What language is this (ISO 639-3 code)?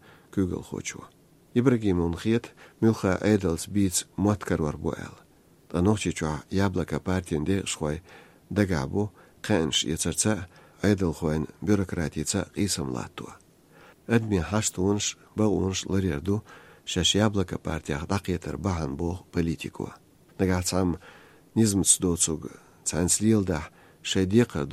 che